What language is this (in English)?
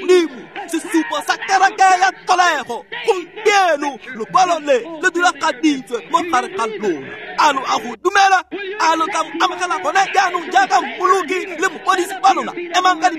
Tswana